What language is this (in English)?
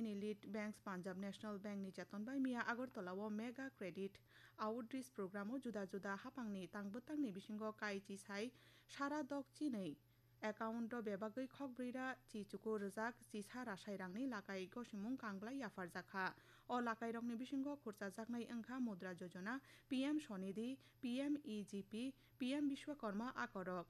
Kok Borok